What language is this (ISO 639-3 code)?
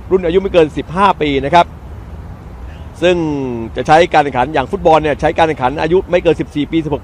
tha